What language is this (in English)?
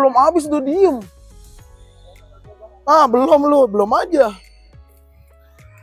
Indonesian